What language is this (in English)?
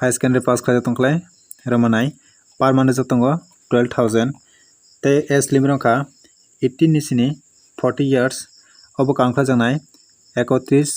Kok Borok